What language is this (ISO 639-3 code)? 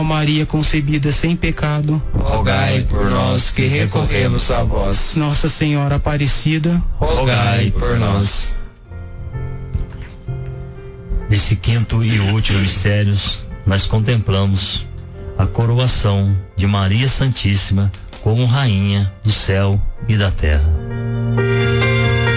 por